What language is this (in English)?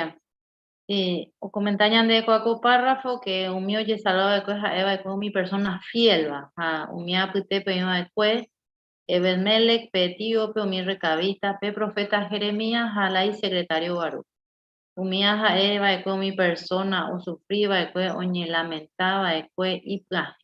Guarani